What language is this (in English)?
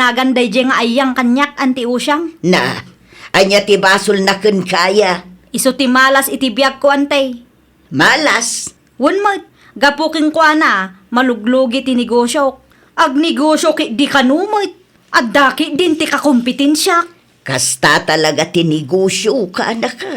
Iloko